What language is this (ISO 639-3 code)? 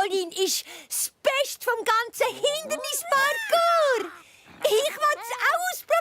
gsw